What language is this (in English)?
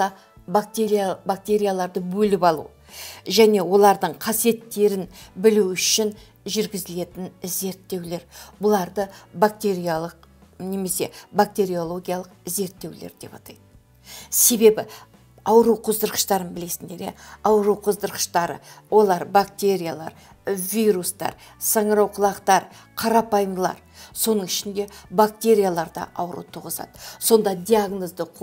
Kazakh